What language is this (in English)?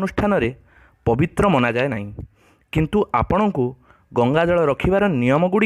Odia